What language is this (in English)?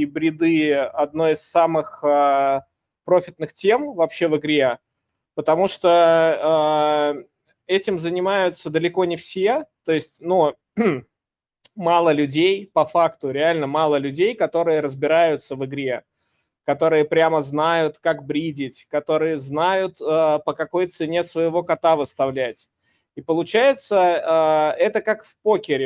Russian